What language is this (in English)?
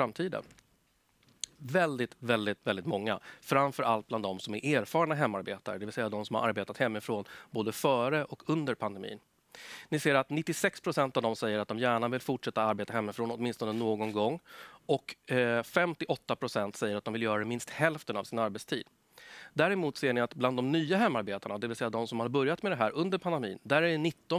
Swedish